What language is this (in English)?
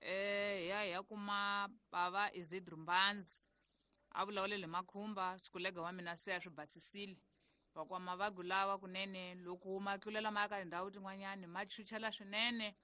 Tsonga